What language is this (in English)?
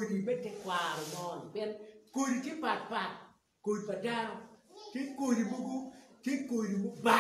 Acoli